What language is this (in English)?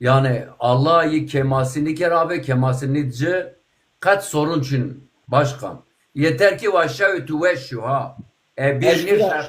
Zaza